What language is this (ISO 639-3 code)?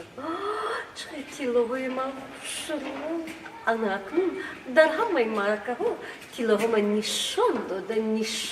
tgk